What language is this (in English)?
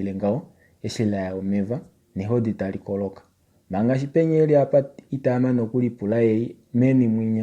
Kuanyama